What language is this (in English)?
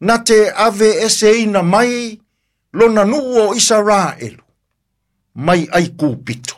Samoan